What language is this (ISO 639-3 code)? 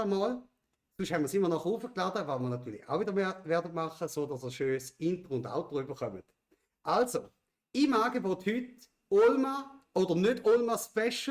gsw